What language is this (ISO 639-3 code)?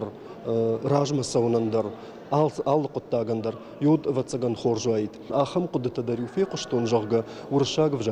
oss